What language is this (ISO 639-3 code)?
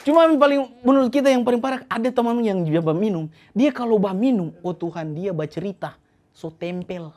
xmm